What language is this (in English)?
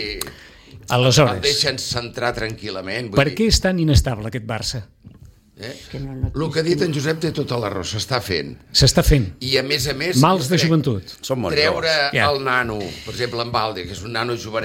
Catalan